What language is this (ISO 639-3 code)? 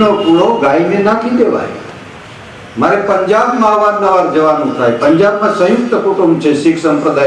guj